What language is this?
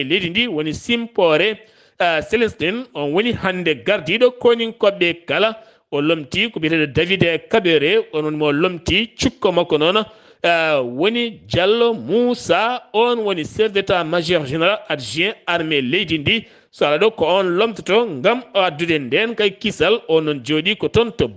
Fula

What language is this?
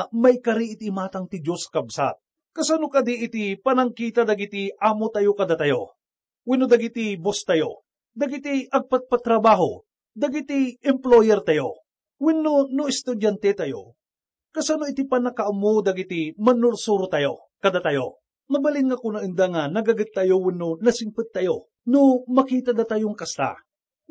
Iloko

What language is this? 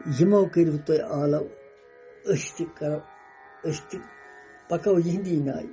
Kashmiri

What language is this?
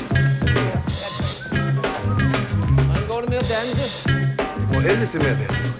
Danish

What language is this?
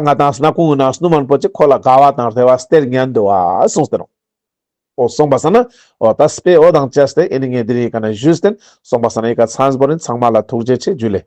Ladakhi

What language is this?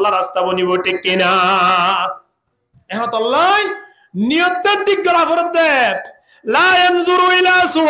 Rohingya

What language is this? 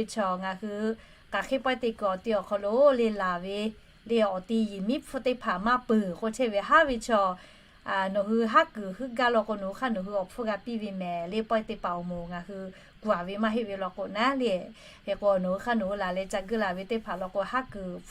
Lahu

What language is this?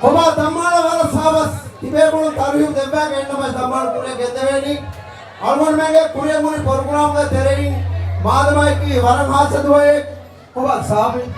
Divehi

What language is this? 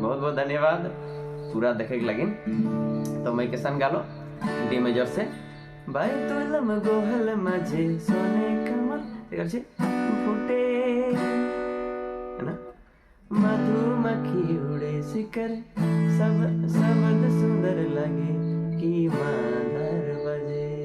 Sadri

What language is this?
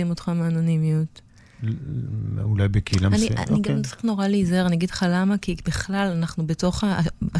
Hebrew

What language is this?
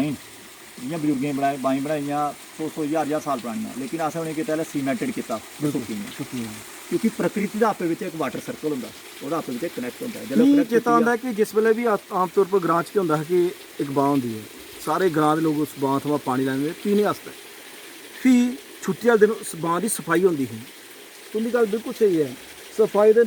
Dogri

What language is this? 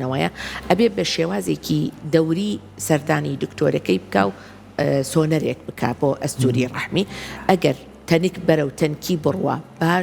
Central Kurdish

